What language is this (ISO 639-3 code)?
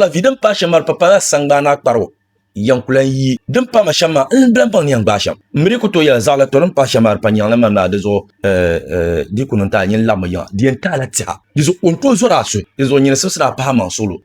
dag